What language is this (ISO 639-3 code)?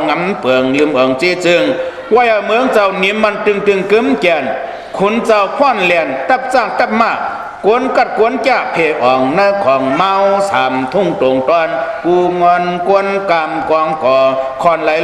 shn